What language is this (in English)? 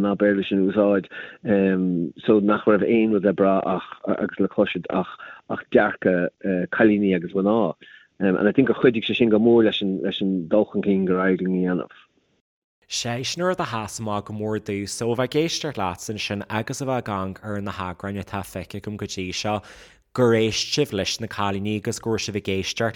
Irish